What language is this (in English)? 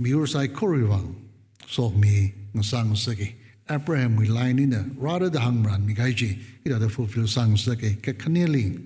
Tangkhul Naga (India)